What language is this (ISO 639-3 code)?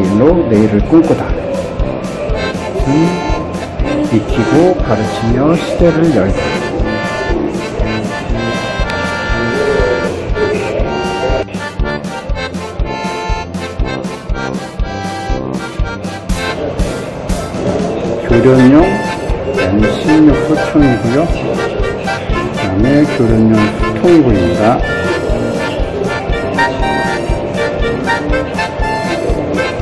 kor